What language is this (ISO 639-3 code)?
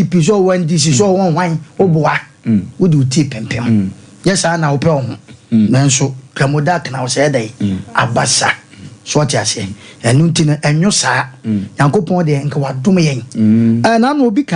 aka